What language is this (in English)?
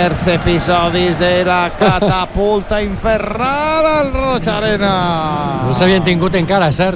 Catalan